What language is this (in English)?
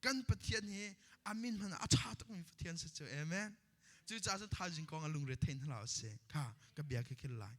Hakha Chin